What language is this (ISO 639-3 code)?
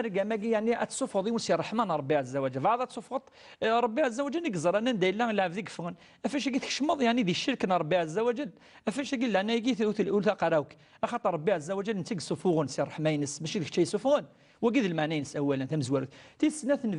kab